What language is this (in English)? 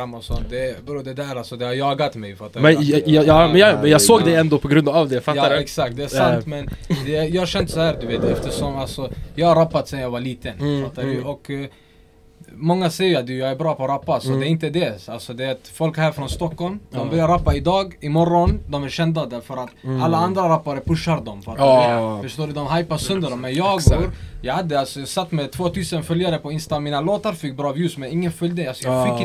Swedish